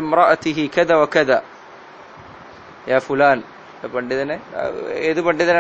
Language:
Malayalam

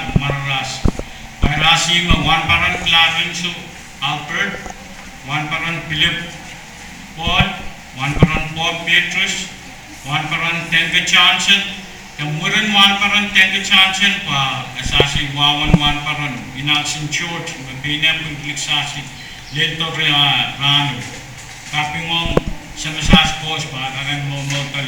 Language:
Pohnpeian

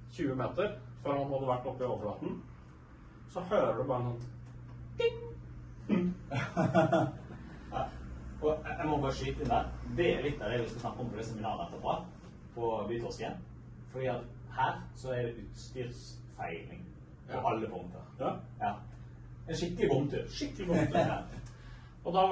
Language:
Norwegian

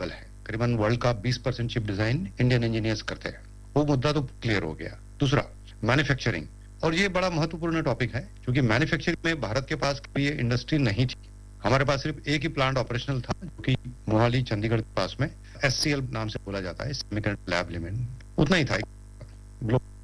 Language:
Hindi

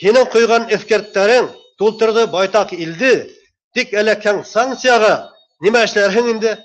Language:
Bashkir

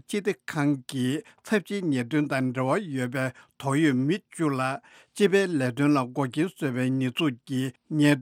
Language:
Tibetan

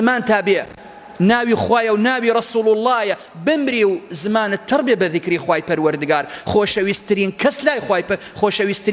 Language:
Central Kurdish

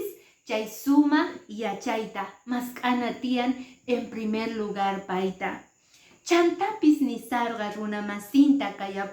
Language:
Quechua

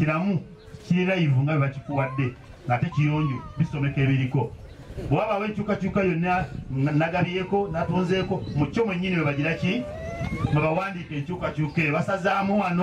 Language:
Nyankole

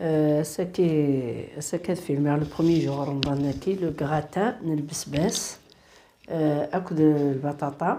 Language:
Kabyle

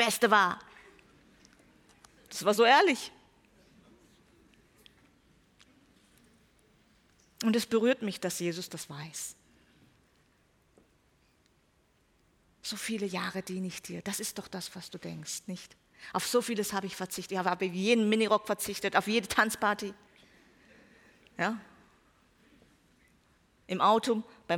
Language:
German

